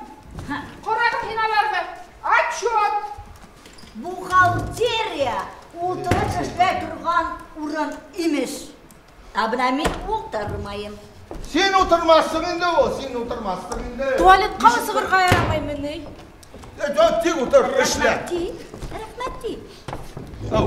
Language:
Bashkir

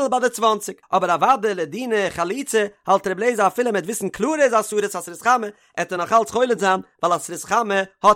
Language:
Yiddish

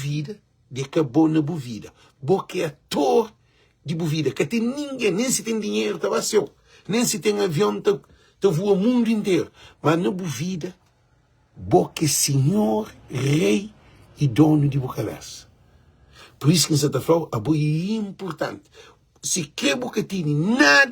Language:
Kabuverdianu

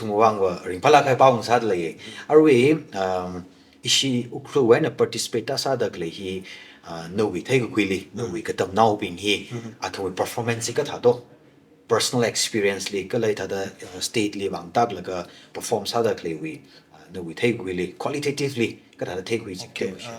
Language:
Tangkhul Naga (India)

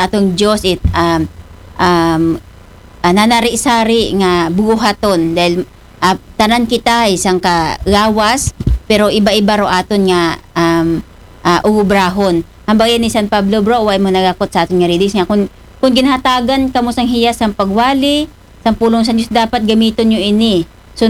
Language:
Aklanon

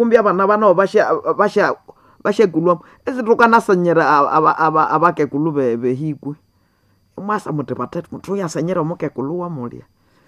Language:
Nande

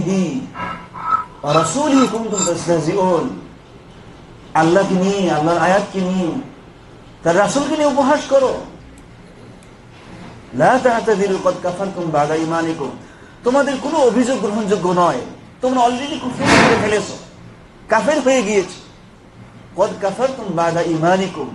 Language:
Bangla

